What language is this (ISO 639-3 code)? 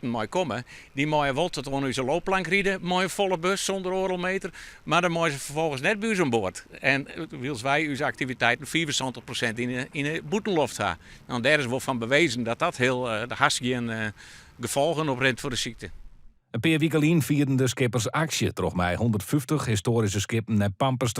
fry